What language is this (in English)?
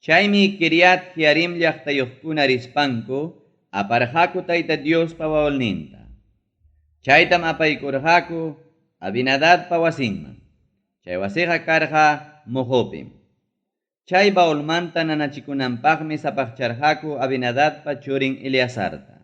Ayacucho Quechua